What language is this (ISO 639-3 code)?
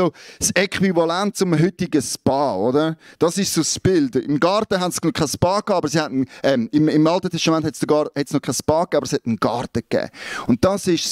gsw